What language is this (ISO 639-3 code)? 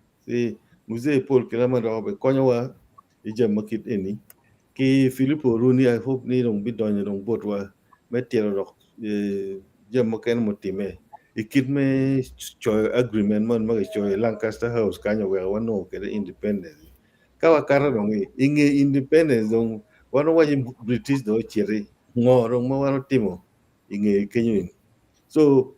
ach